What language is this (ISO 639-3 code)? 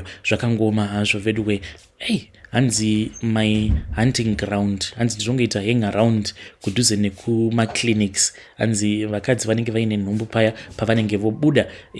sna